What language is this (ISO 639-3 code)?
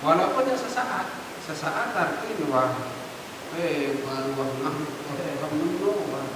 sas